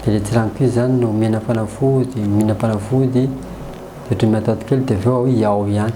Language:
Malagasy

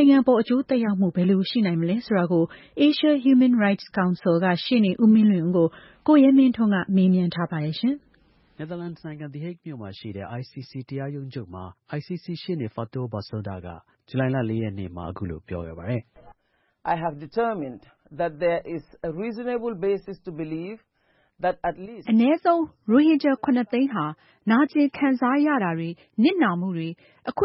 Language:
Burmese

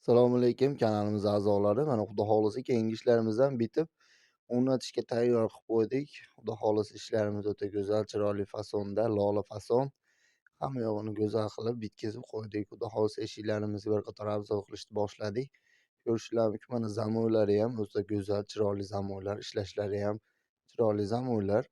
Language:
Uzbek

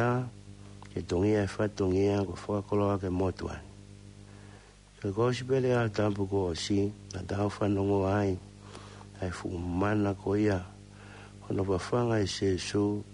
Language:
Tongan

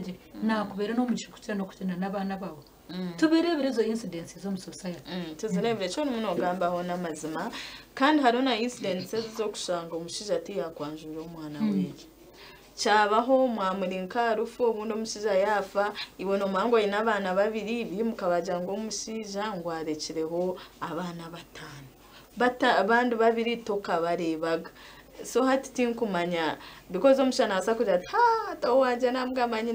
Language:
Nyankole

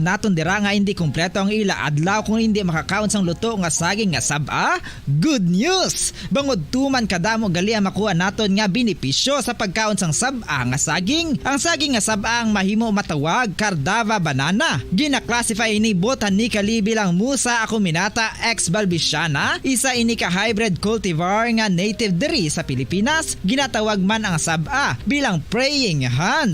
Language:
Hiligaynon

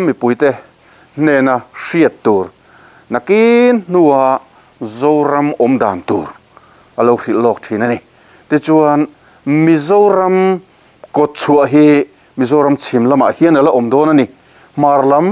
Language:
Mizo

